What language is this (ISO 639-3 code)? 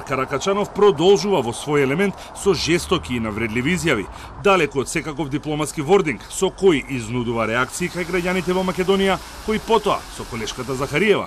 mkd